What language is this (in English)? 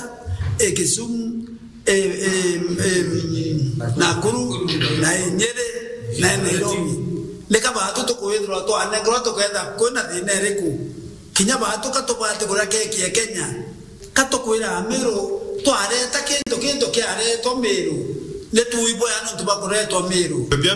Meru